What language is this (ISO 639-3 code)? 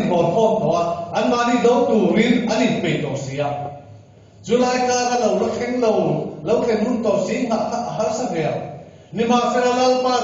lus